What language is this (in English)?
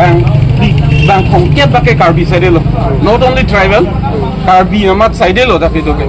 Karbi